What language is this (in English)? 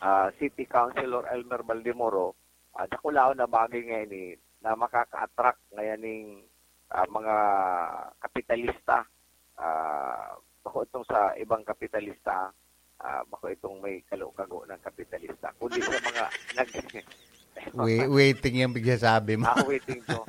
Bikol